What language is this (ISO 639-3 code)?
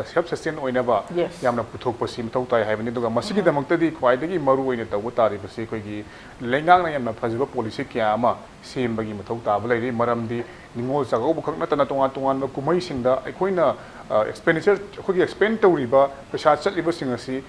mni